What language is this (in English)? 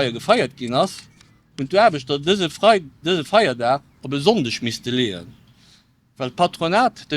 Luxembourgish